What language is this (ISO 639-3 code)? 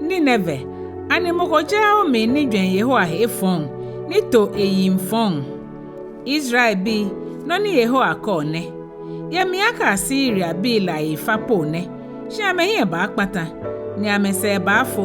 gaa